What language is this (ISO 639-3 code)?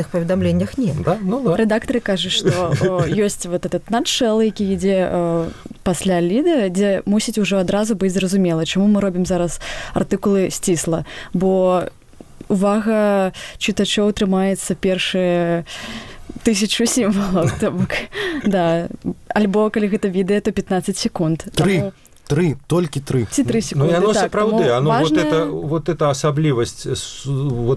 bel